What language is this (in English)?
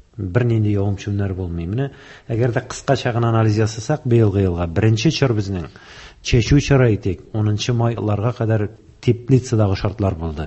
Tatar